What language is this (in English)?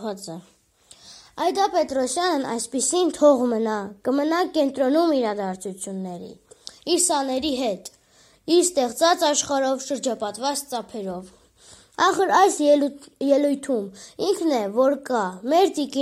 Armenian